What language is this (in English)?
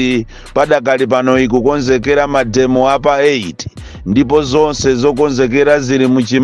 Nyanja